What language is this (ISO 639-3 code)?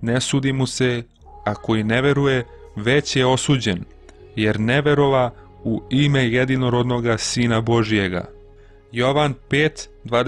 srp